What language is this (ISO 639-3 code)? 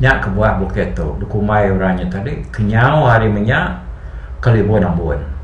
iba